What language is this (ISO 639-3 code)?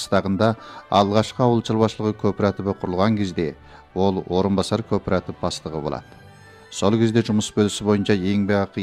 kaz